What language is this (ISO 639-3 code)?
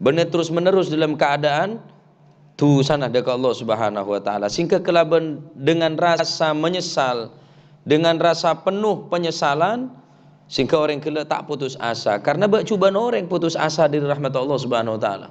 mad